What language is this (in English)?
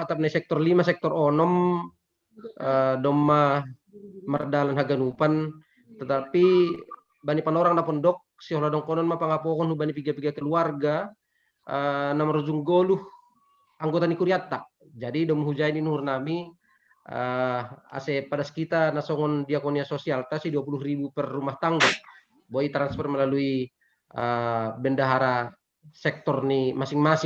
Batak Simalungun